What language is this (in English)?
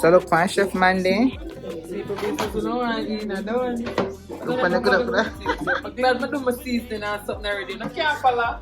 Jamaican Creole English